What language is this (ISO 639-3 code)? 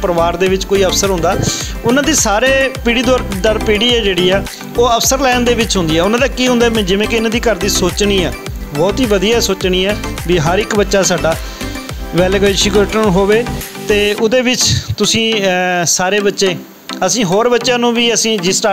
pan